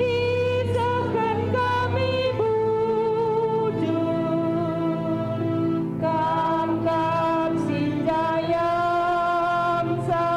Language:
Batak Karo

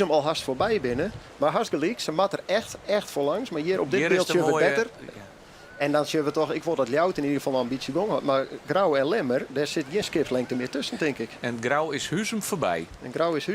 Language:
Western Frisian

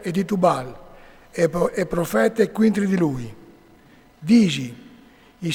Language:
Friulian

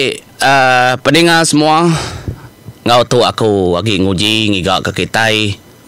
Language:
Iban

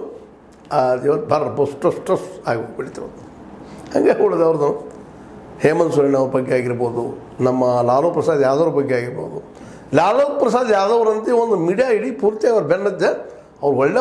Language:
Kannada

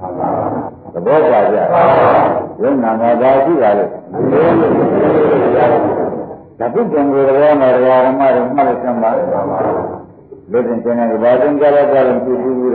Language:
Burmese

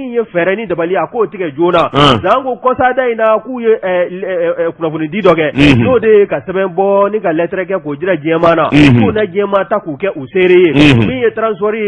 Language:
Bambara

